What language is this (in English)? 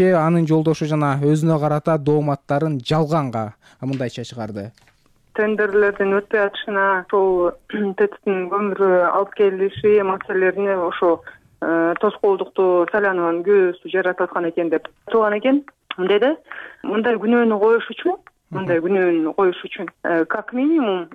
Kyrgyz